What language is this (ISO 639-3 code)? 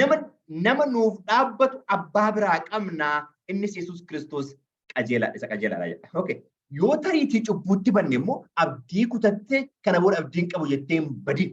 orm